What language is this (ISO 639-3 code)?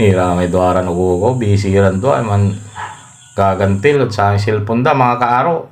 pag